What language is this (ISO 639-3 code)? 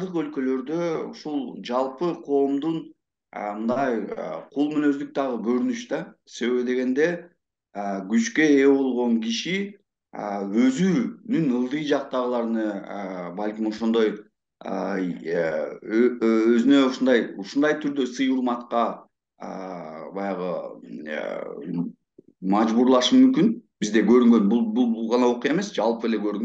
kir